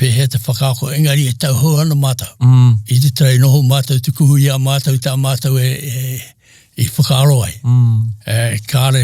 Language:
Māori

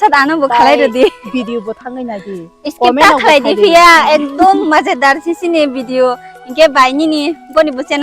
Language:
Kok Borok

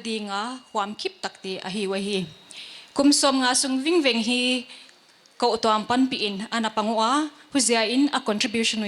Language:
Paite Chin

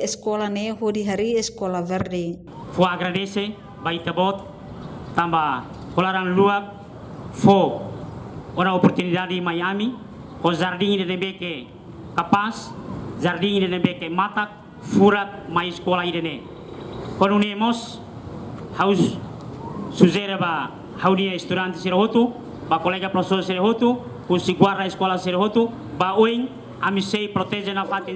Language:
Tetum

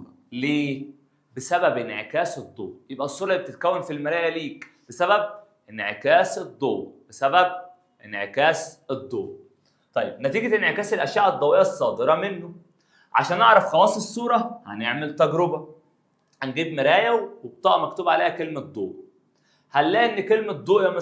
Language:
Egyptian Arabic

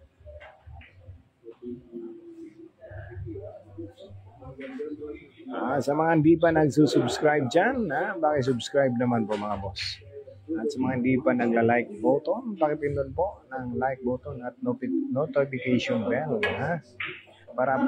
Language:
Filipino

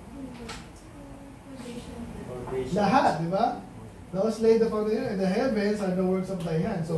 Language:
Filipino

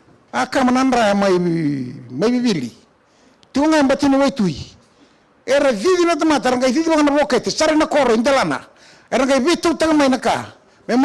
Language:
Fijian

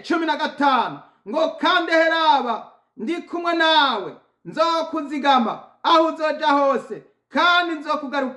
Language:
Rundi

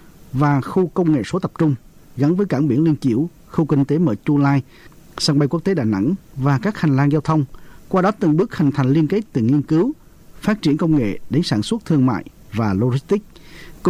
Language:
Vietnamese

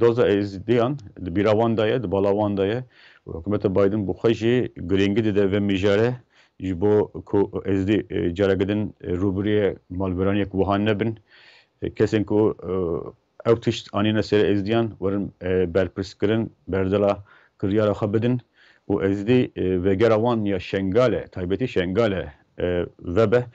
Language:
Kurdish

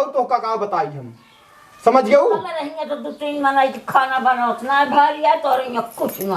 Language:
Awadhi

